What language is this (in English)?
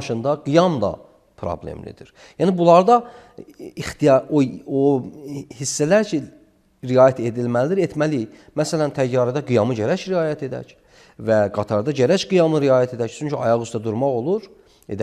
Azerbaijani